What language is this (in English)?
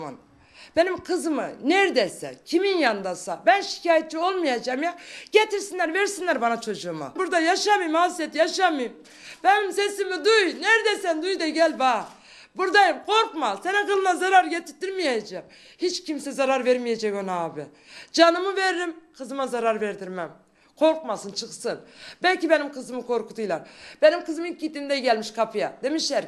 Turkish